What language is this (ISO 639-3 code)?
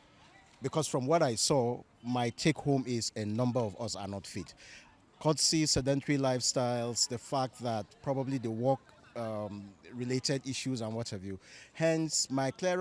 pcm